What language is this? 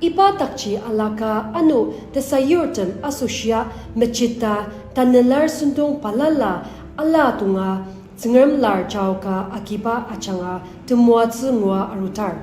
Ao Naga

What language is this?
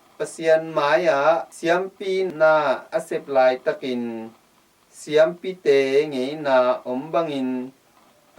Tedim Chin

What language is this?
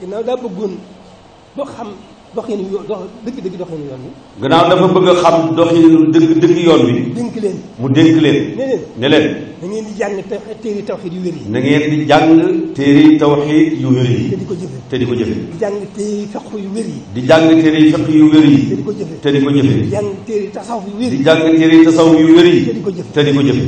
Wolof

